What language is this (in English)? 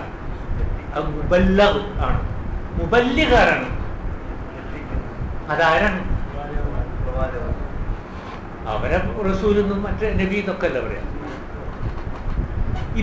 Malayalam